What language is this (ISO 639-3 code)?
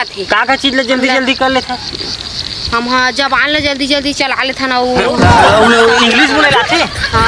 hne